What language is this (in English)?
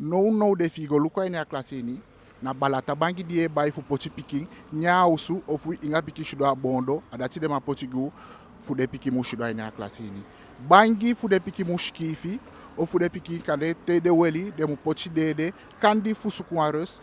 Eastern Maroon Creole